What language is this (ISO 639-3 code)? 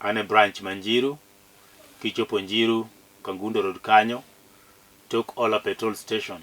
luo